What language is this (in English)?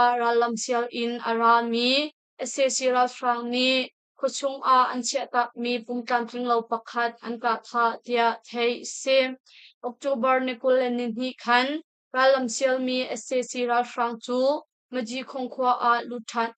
Hakha Chin